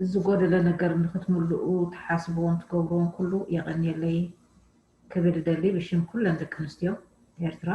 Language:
Tigrinya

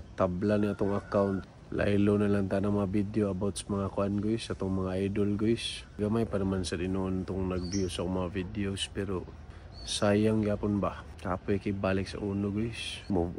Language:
Cebuano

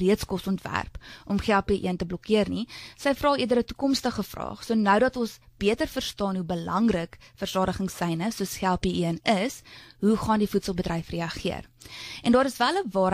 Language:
Afrikaans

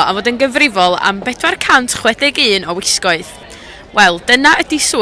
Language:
Welsh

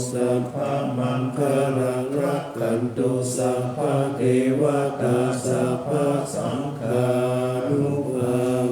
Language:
Pali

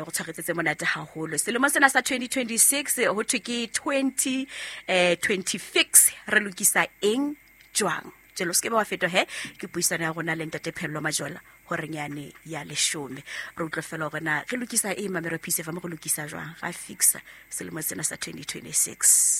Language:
Southern Sotho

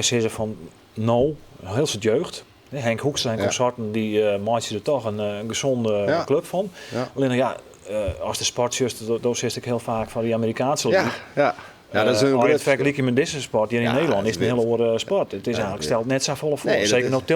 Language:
Western Frisian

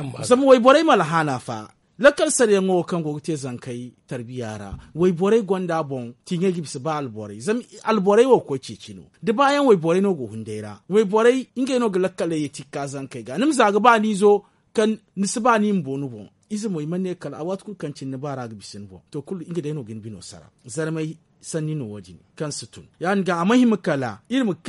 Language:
Zarma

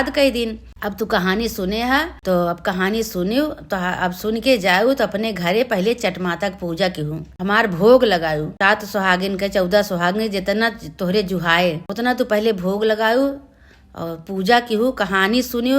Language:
Awadhi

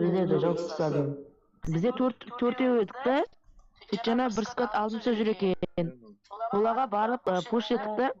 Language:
Kara-Kalpak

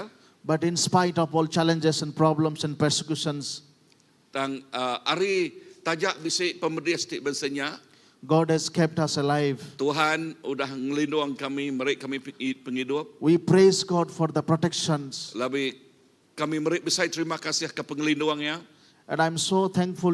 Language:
Iban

